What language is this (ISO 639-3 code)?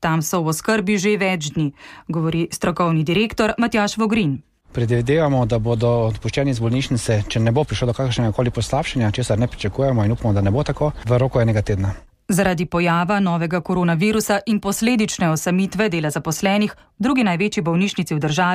slv